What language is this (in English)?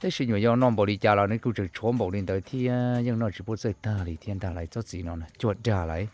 Hmong